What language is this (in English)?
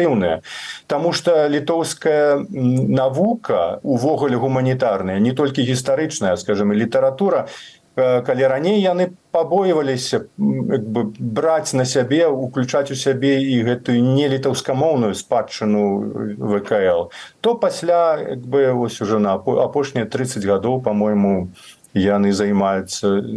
Belarusian